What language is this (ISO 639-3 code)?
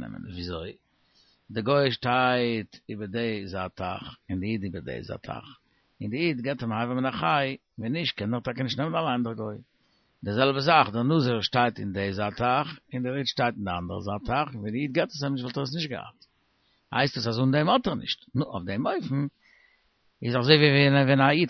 yid